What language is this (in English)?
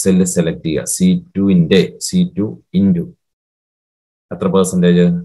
Malayalam